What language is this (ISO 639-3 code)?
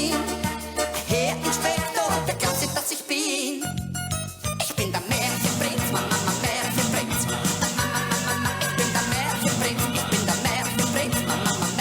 gsw